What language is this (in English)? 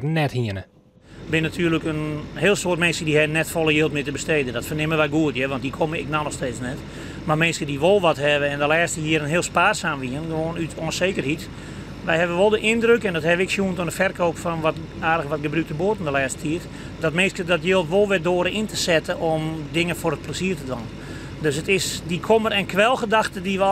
Western Frisian